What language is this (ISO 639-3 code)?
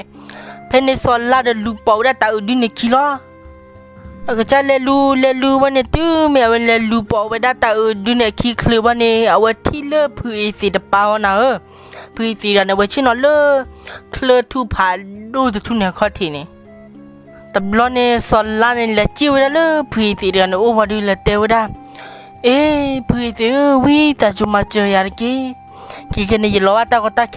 ksw